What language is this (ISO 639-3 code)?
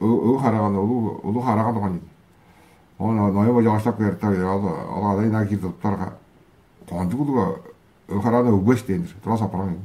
tyv